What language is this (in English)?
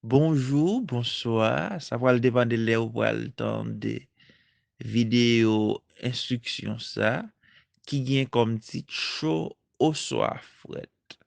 Haitian Creole